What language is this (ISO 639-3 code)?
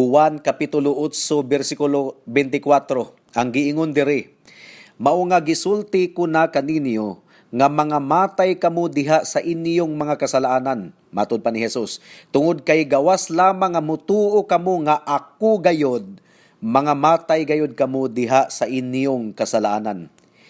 ceb